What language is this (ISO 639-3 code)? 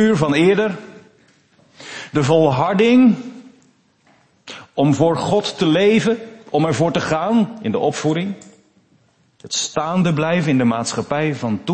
nld